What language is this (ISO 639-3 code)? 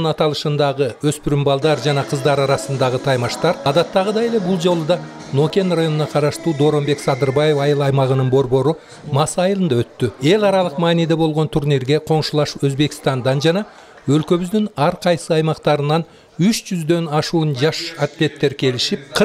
kir